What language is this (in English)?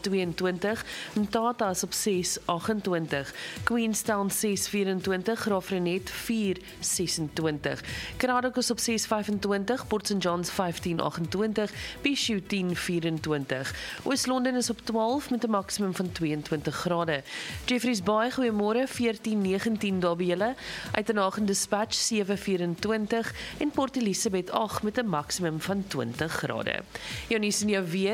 Afrikaans